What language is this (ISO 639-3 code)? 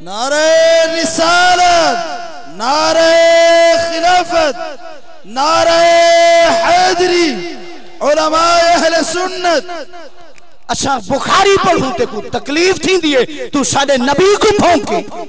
skr